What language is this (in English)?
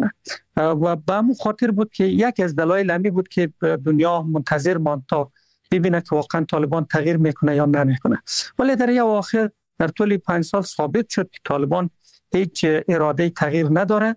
Persian